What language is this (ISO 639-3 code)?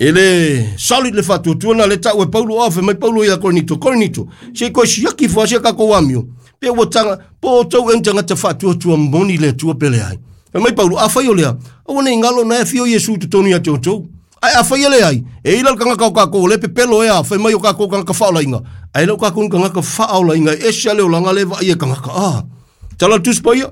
smo